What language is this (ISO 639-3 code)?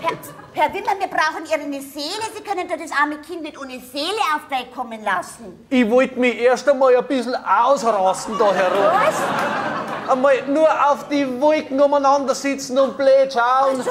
bar